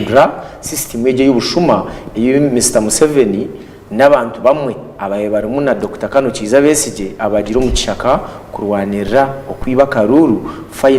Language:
Nyankole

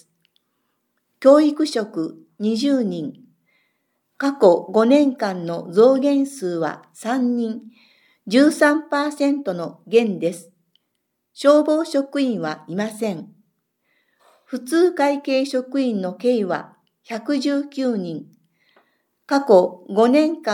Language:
Japanese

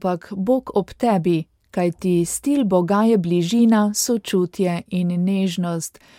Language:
Slovenian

